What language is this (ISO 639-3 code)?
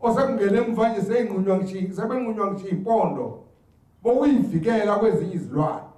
zul